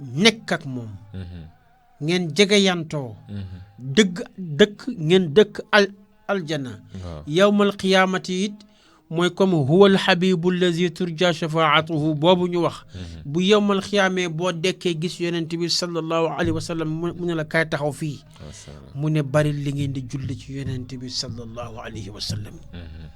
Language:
Wolof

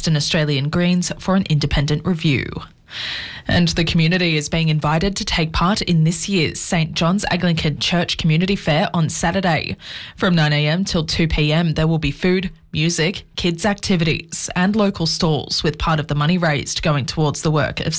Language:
English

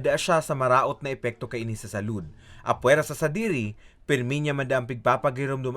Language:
Bikol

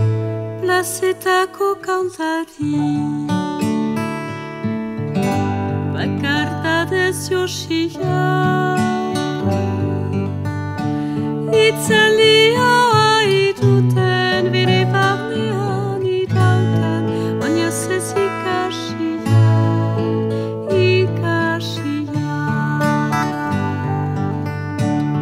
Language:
Basque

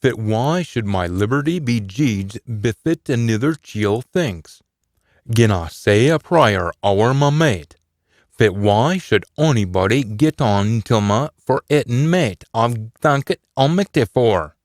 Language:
Scots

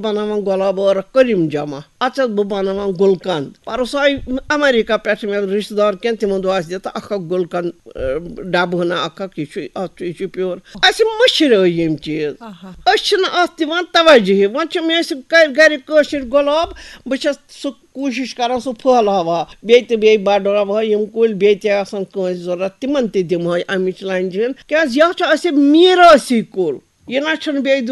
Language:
Kashmiri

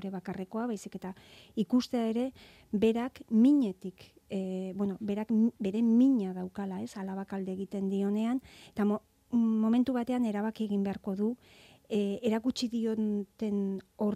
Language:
Basque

